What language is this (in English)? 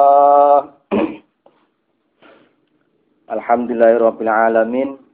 Javanese